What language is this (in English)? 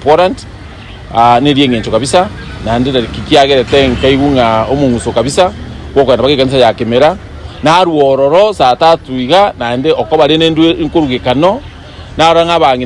Gusii